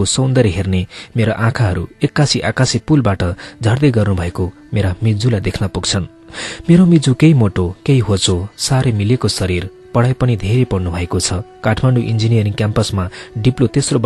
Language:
Nepali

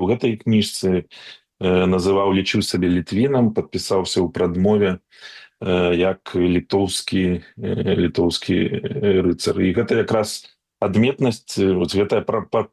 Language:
Belarusian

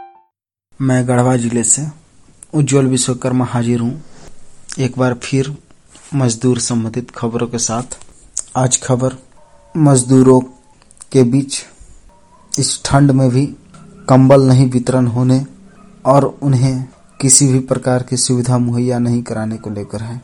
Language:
Hindi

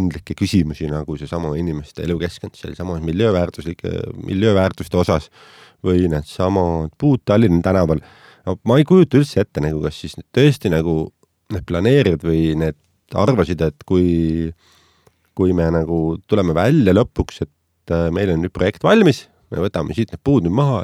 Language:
Estonian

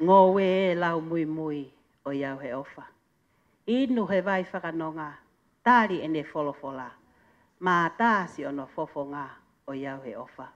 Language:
Tongan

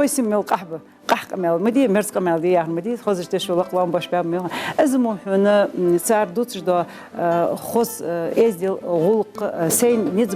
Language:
Ingush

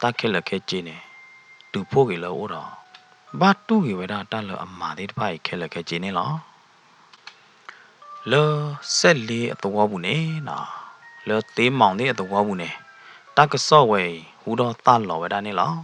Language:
S'gaw Karen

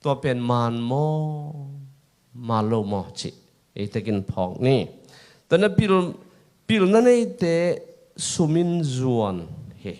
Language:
Tedim Chin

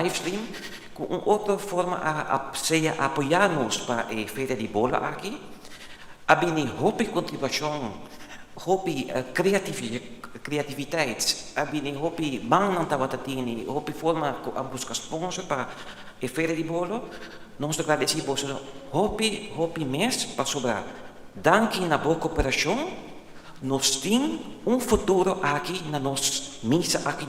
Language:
Papiamento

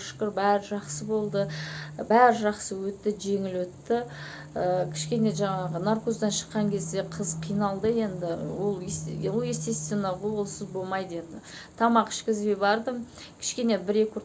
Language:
Kazakh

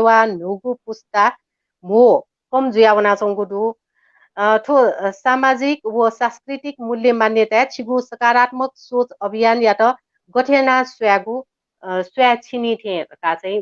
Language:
Newari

